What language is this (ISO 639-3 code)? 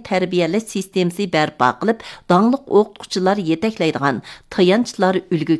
uig